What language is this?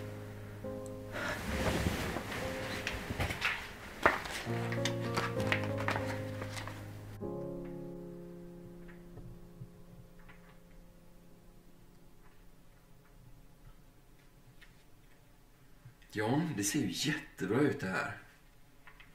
Swedish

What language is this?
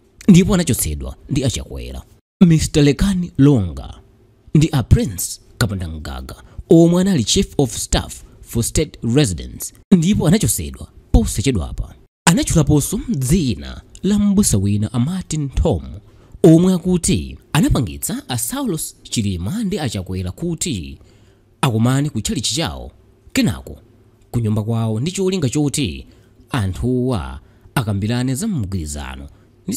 Nyanja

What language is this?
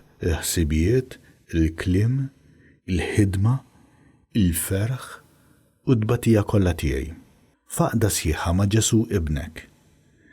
Maltese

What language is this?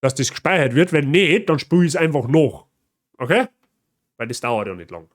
Bavarian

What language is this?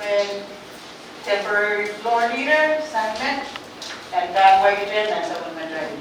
Pohnpeian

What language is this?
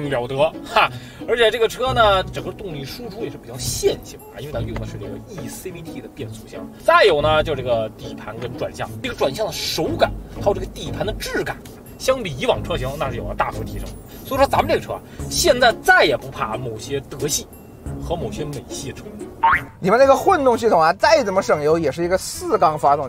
Chinese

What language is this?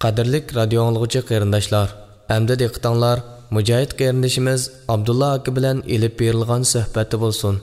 Uyghur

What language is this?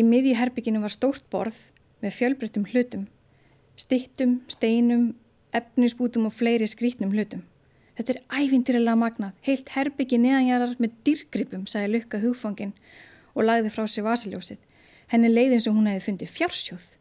Icelandic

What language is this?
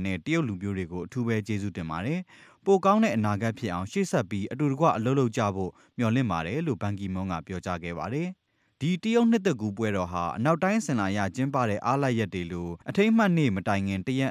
Burmese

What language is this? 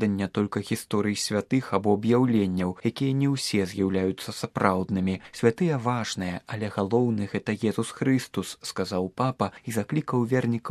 Belarusian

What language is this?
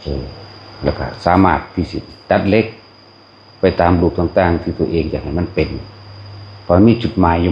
Northeastern Thai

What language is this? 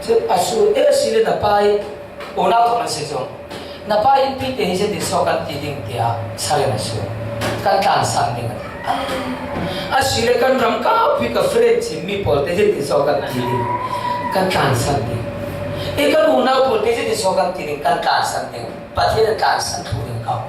Falam Chin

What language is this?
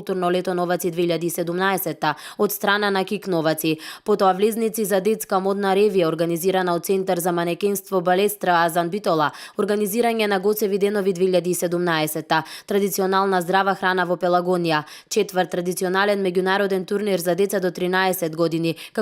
Macedonian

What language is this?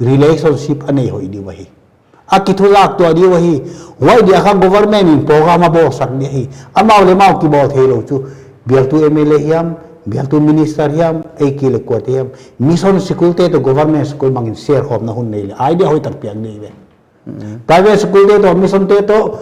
Paite Chin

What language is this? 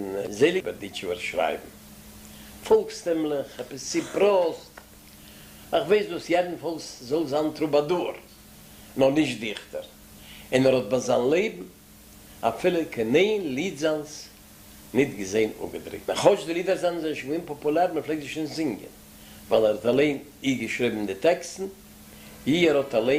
Yiddish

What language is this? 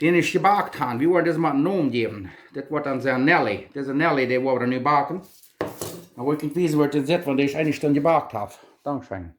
Plautdietsch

